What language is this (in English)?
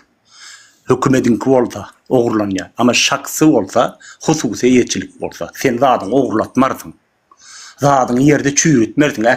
Turkmen